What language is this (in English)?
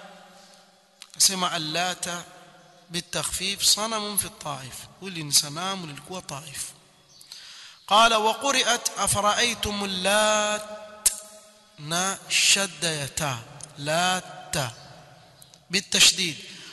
Swahili